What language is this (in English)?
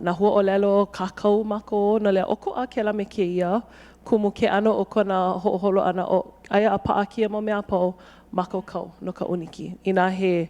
Hawaiian